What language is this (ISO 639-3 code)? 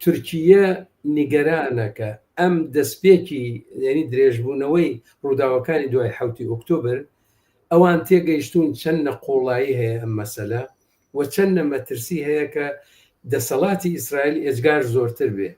ckb